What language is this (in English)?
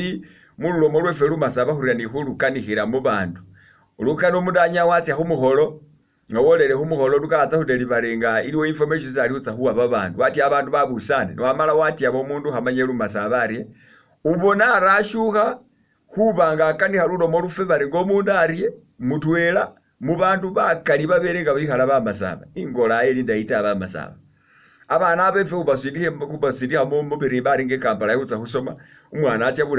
Masaaba